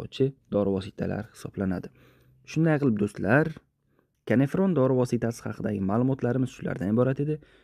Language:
Uzbek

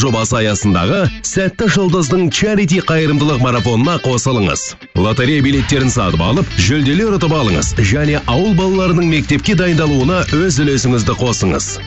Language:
Kazakh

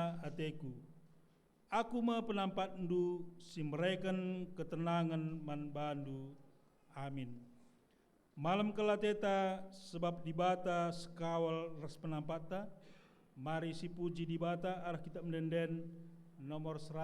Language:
Batak Karo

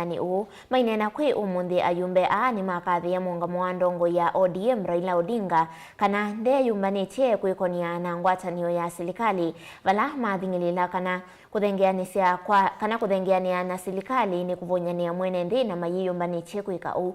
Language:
Kamba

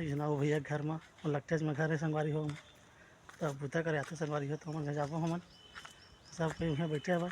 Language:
Chhattisgarhi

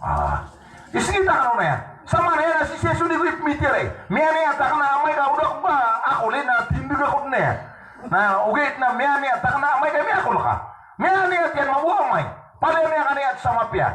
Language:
Maranao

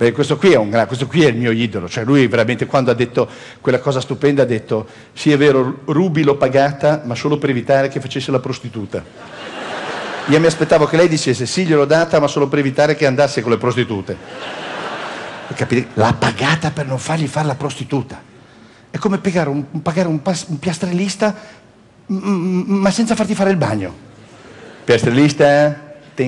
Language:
Italian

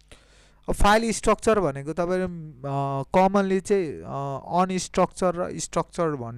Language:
Nepali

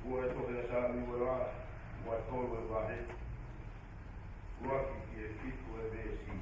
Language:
Tongan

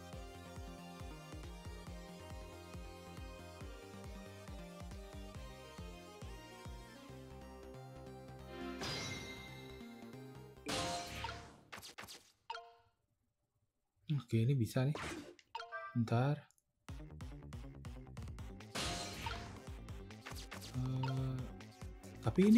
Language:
Indonesian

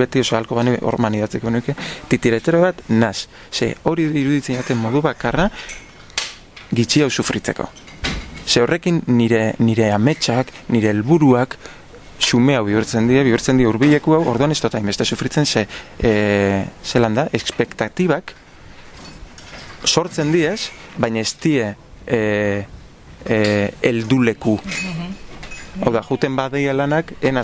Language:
Basque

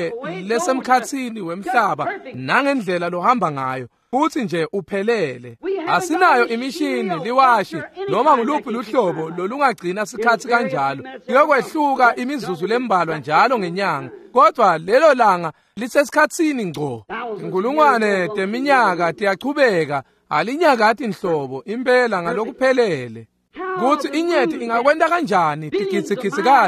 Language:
Swati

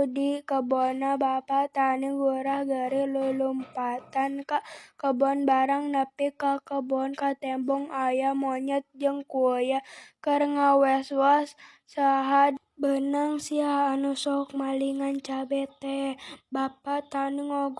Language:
Sundanese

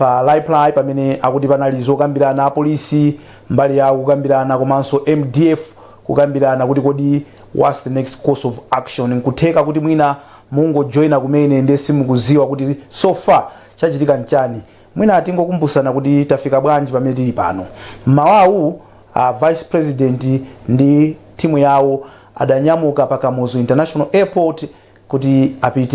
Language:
Nyanja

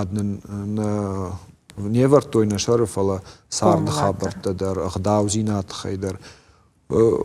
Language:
Ossetic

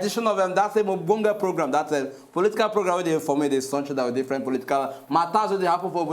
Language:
Nigerian Pidgin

